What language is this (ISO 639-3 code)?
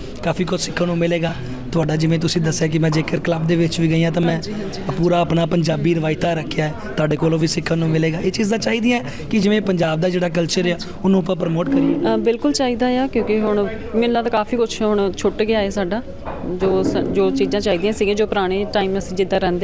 pan